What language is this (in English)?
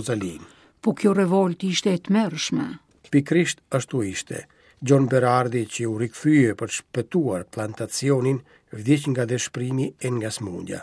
Albanian